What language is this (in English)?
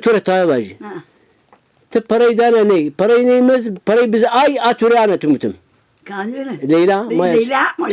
Zaza